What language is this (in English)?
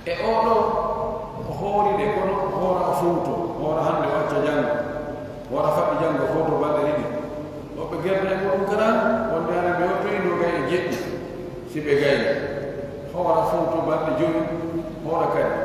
Pular